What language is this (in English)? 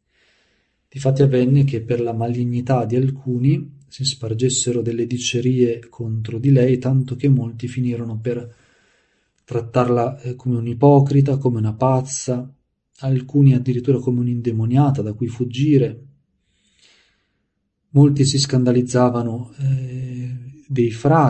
Italian